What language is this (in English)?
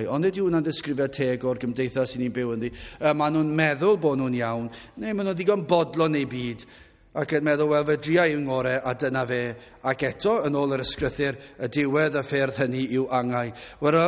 Welsh